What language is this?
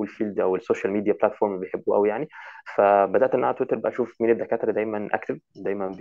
Egyptian Arabic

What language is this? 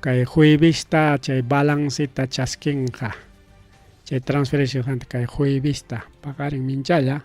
Ayacucho Quechua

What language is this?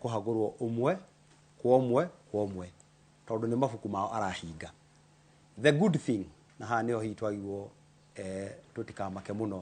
Kikuyu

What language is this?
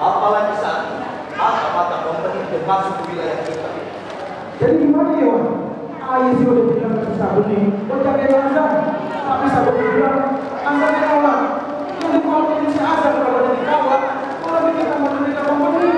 Betawi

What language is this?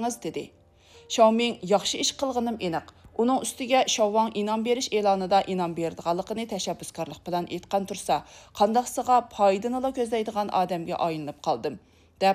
Uyghur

